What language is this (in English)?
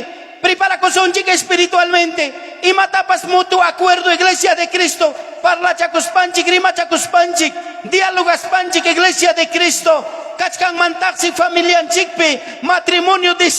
Ayacucho Quechua